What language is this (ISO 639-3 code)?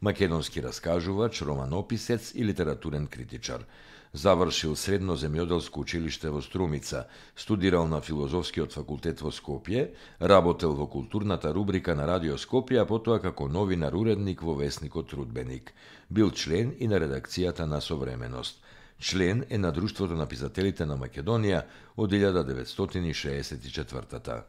mkd